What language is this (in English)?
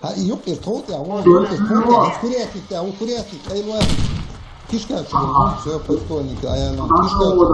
Chechen